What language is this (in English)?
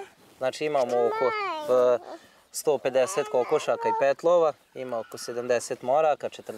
Serbian